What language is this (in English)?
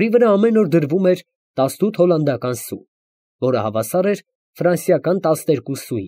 Armenian